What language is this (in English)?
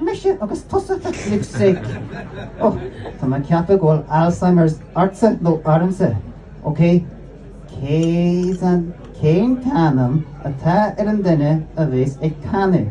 Irish